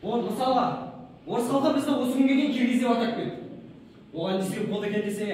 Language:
Kazakh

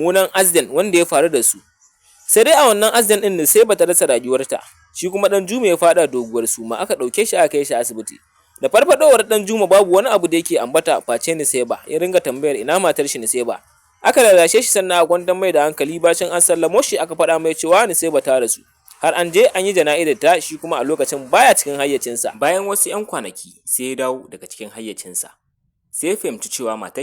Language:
Hausa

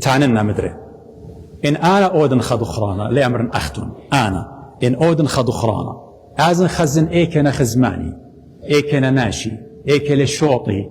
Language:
Assyrian Neo-Aramaic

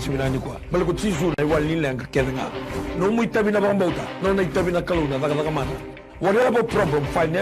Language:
Fijian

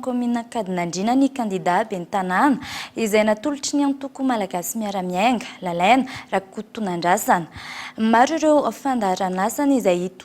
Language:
Malagasy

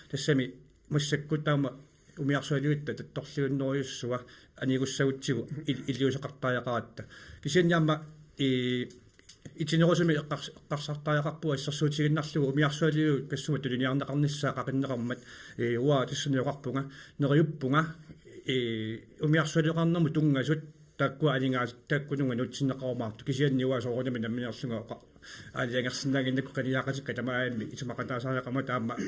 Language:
Kalaallisut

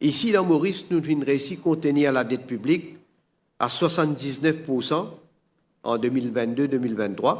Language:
Morisyen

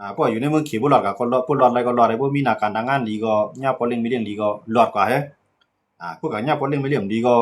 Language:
Shan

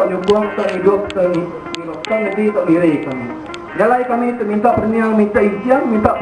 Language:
Iban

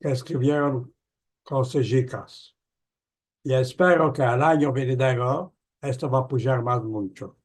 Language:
Ladino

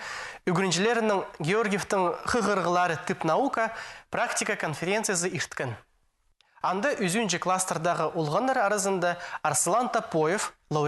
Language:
Khakas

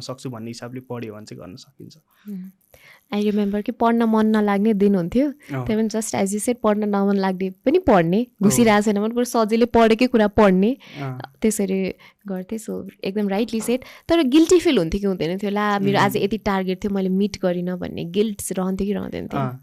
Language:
Nepali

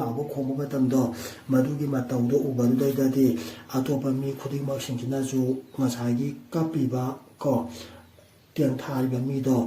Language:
Manipuri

